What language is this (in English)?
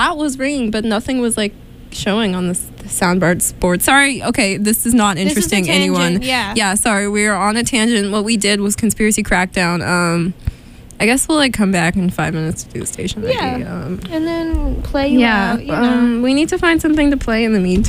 English